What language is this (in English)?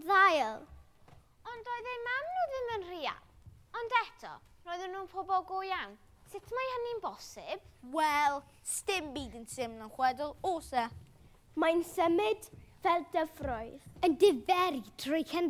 Welsh